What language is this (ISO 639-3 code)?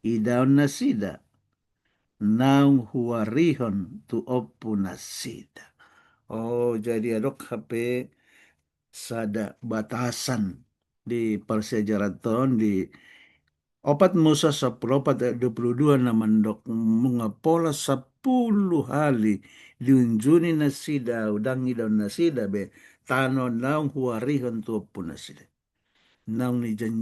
bbc